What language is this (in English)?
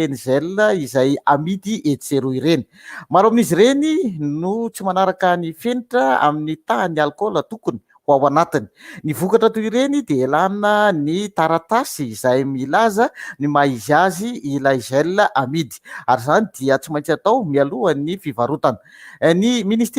Malagasy